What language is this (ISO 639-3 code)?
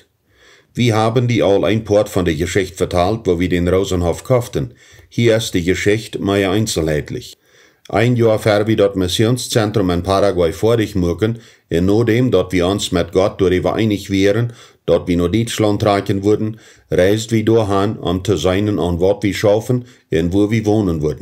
pdt